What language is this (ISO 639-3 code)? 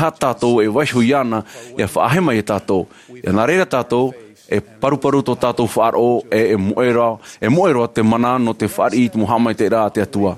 tah